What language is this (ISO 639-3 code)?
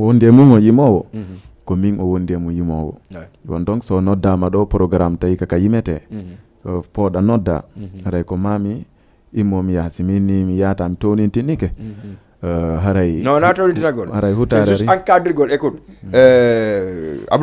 ful